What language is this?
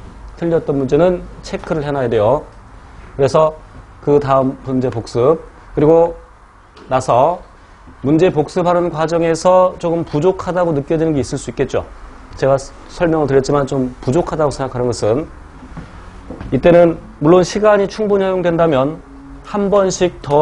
Korean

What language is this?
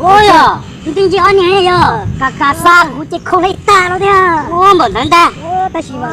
Hmong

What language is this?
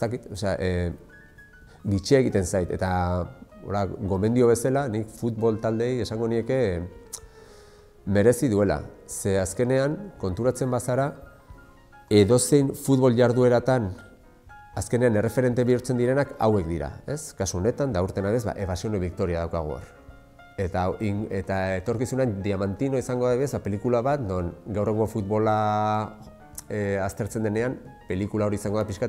Basque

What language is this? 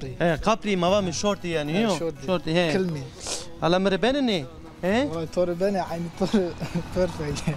Zaza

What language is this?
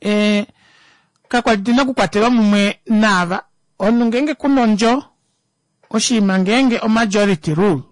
Kuanyama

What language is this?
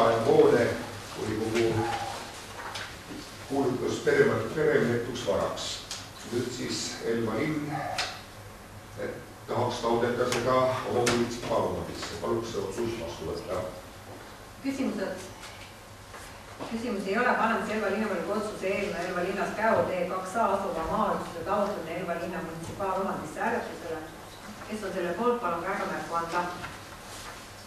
Estonian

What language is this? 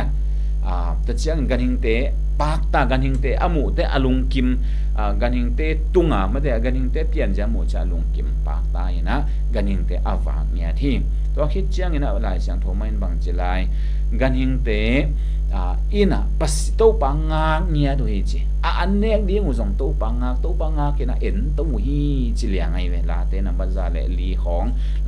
Tedim Chin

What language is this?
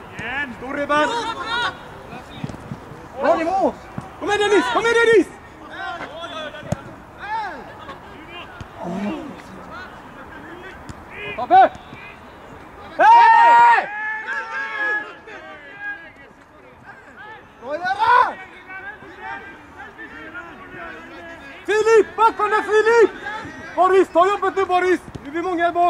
Swedish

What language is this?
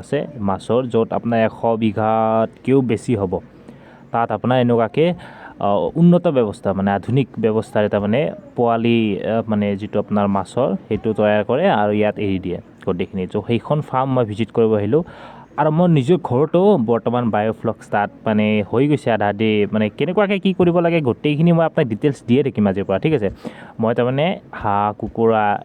Assamese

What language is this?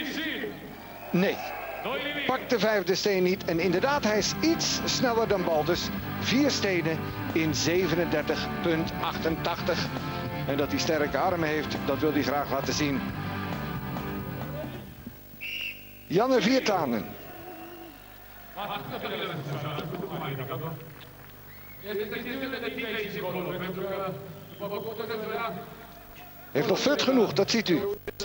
Dutch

